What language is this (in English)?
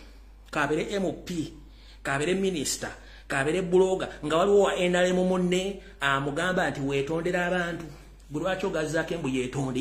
Ganda